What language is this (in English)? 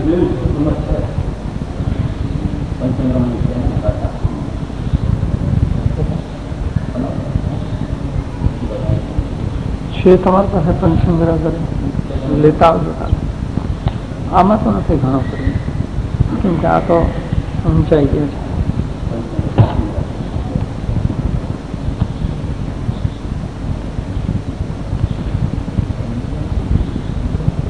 Gujarati